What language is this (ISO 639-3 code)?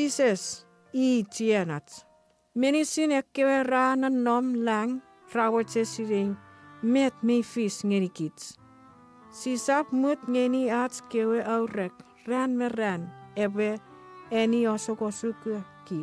chk